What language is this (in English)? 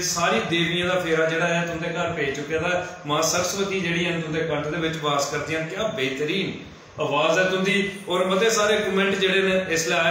Dogri